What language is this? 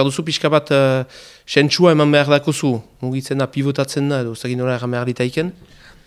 Basque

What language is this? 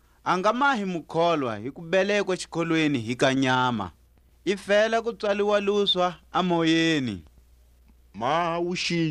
Tswa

